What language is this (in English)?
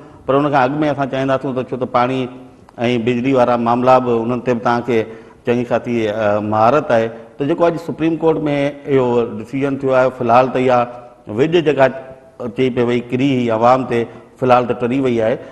Sindhi